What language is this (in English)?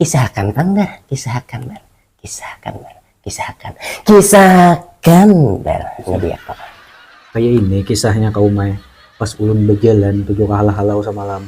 Banjar